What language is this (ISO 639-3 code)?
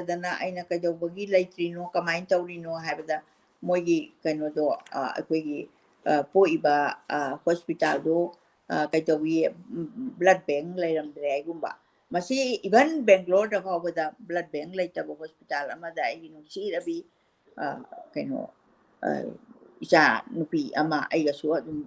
mni